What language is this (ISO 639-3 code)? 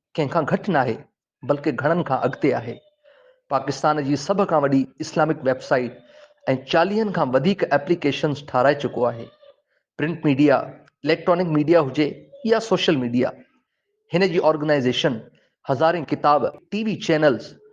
snd